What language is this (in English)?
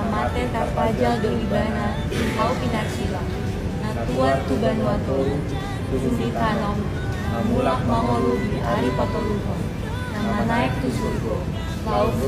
Batak Toba